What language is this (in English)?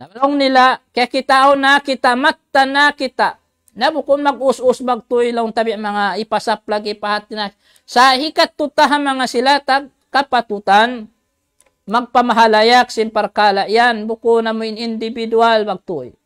Tausug